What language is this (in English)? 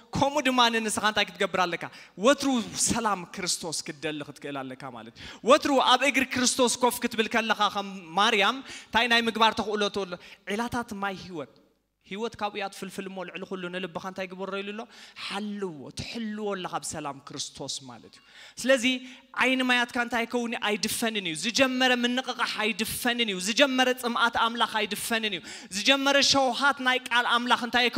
Tigrinya